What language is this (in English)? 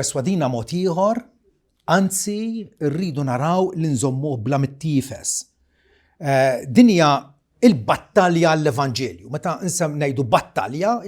Maltese